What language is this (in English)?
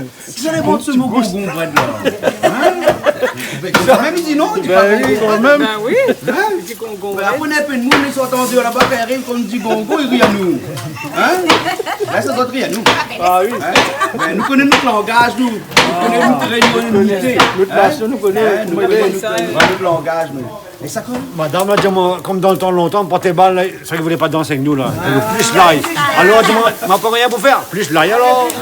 Réunion Creole French